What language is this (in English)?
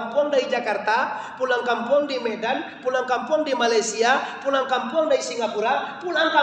Minangkabau